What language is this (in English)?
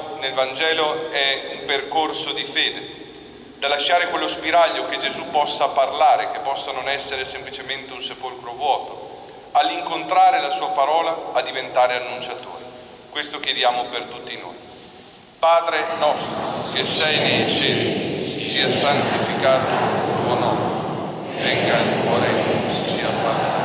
Italian